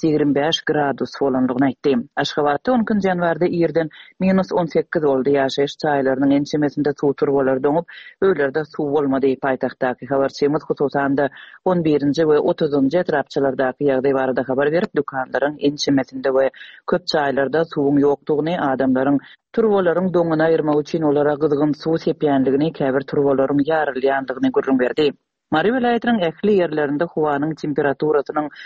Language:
Turkmen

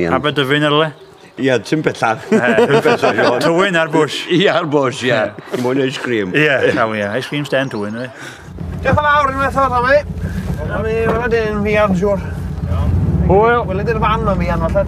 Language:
Welsh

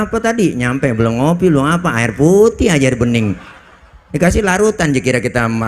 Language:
Betawi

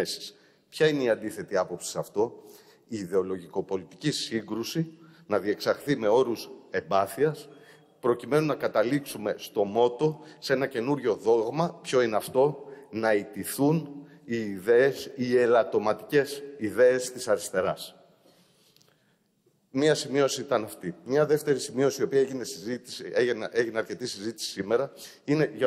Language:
Greek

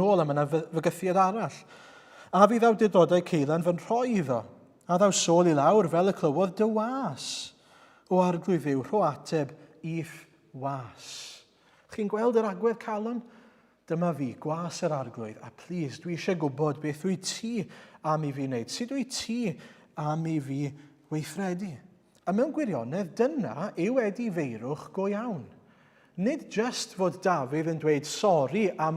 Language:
Welsh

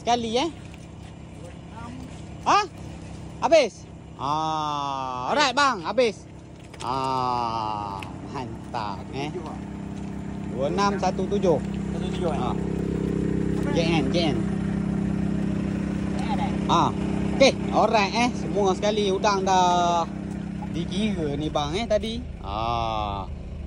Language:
Malay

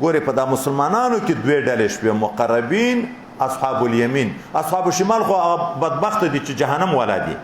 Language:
Pashto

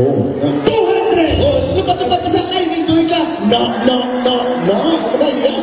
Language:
Hiligaynon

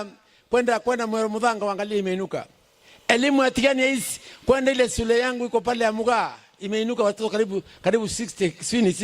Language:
Meru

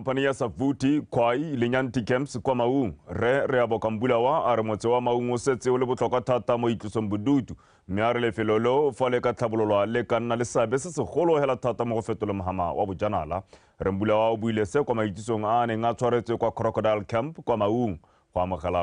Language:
Tswana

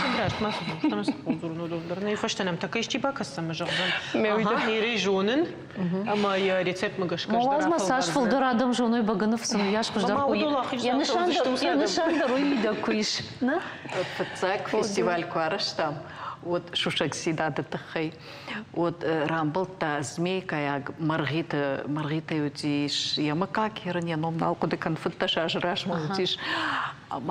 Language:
Ossetic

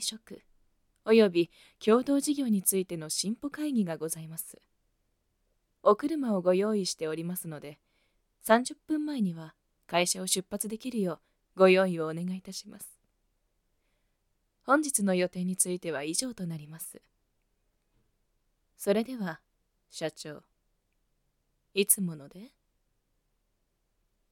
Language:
Japanese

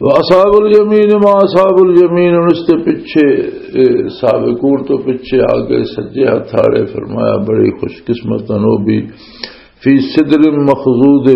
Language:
Western Panjabi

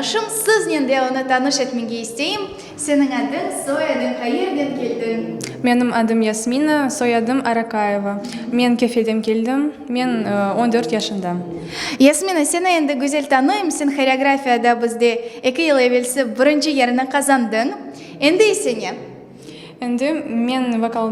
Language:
Crimean Tatar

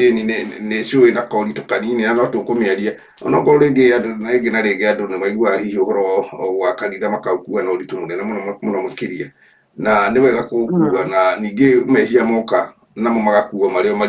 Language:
Kikuyu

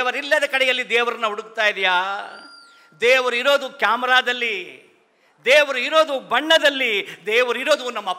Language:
Kannada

